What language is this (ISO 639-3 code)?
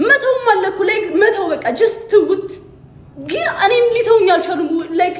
amh